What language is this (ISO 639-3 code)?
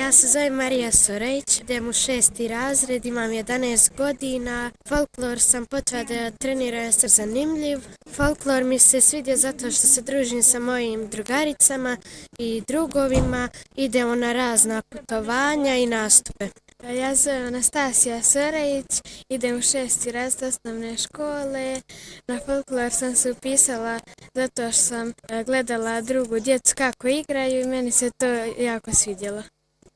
bos